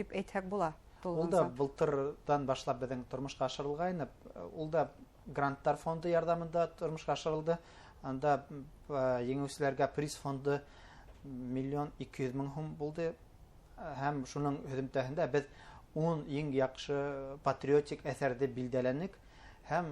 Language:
Bashkir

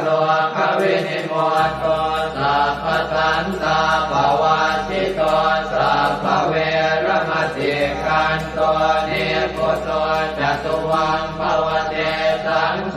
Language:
Pali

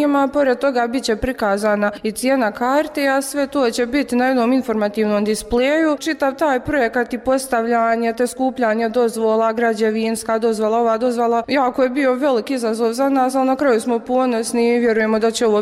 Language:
Bosnian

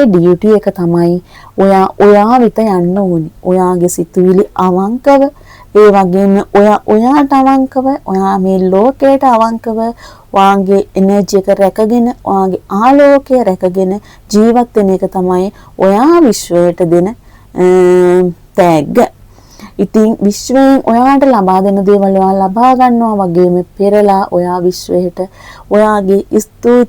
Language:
Sinhala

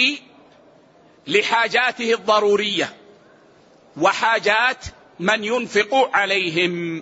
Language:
Arabic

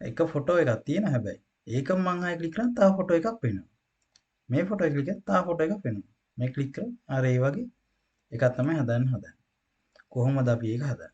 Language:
Sinhala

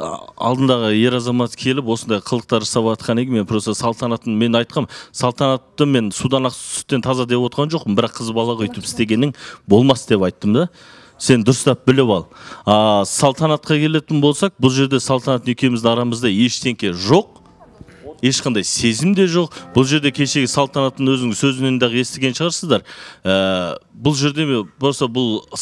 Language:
Kazakh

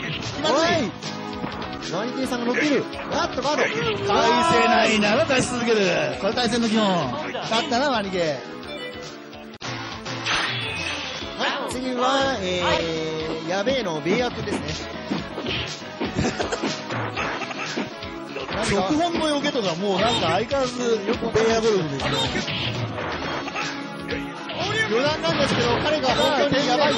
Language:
Japanese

